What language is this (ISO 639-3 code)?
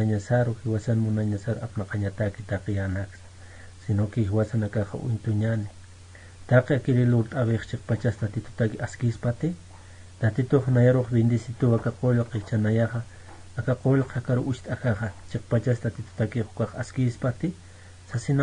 aym